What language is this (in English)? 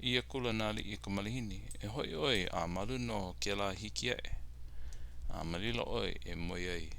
Hawaiian